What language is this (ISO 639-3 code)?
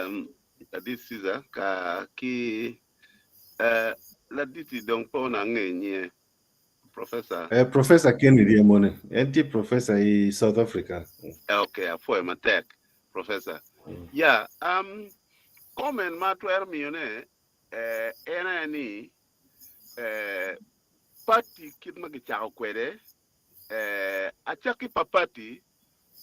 ach